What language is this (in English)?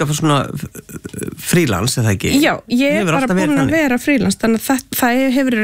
Icelandic